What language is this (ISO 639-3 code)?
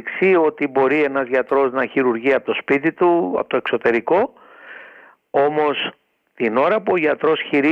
ell